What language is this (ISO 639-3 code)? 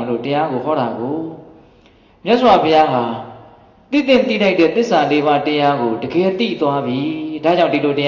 mya